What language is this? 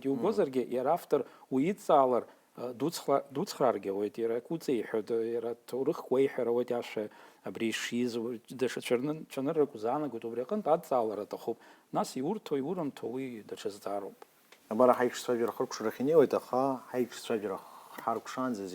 Abkhazian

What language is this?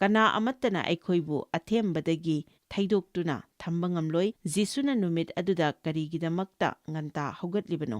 Manipuri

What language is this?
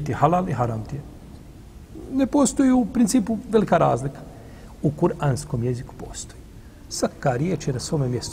Bosnian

